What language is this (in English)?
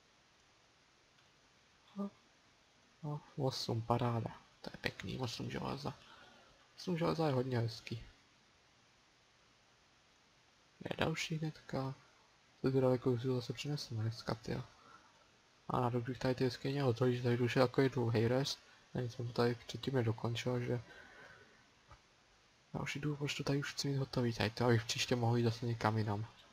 Czech